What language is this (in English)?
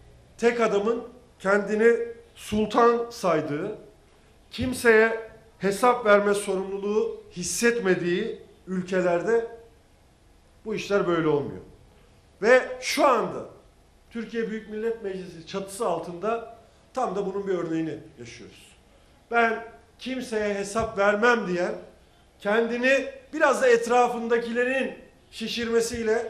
Turkish